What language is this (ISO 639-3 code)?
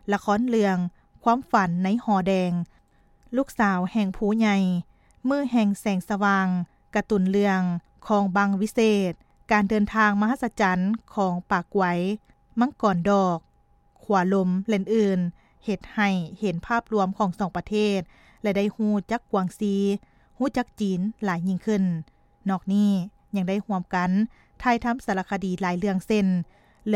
lao